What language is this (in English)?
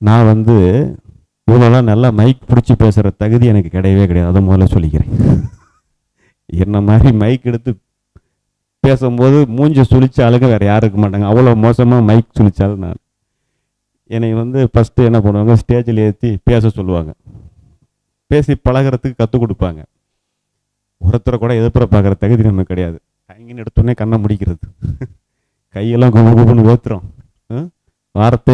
Tamil